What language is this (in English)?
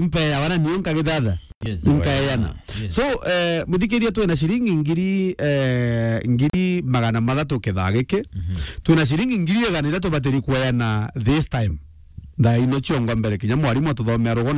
Meru